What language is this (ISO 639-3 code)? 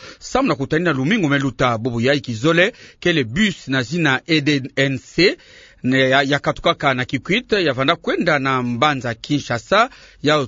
ktu